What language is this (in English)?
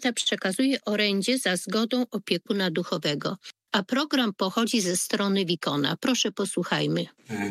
Polish